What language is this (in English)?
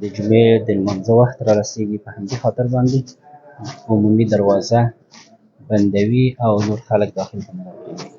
Pashto